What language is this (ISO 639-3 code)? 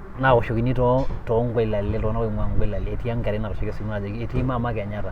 mas